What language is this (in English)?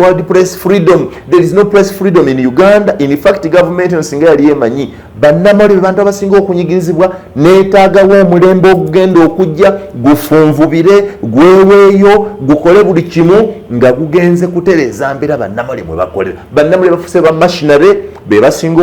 Ganda